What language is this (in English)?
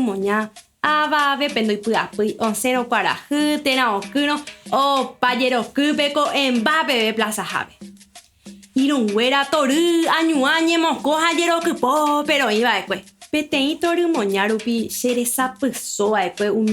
Guarani